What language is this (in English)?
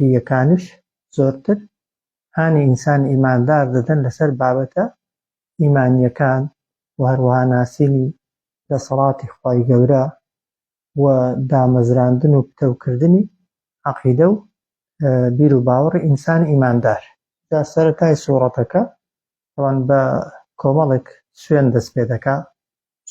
Central Kurdish